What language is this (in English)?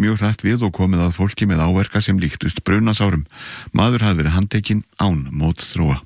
Icelandic